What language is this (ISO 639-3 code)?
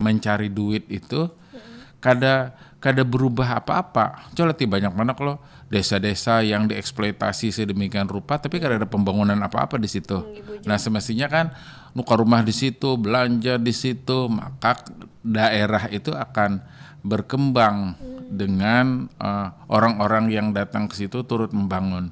bjn